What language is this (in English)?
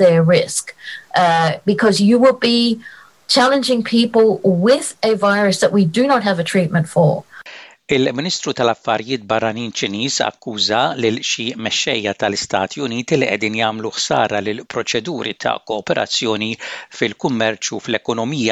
Maltese